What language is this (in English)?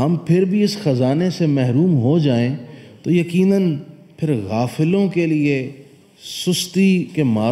Urdu